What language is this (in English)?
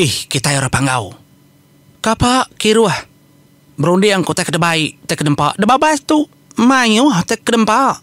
Iban